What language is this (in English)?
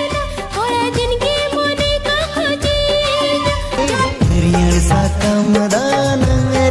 Santali